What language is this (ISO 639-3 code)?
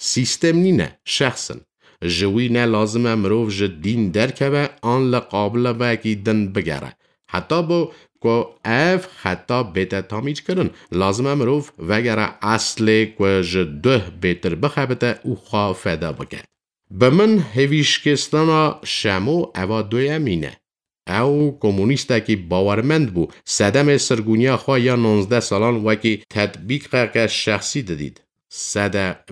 kur